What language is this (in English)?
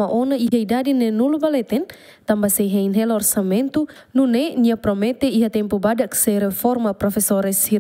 Tetum